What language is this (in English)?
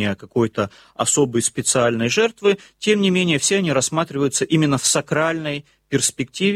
Russian